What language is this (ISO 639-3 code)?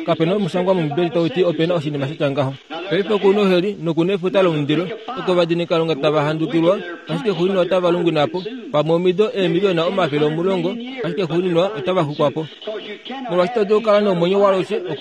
kua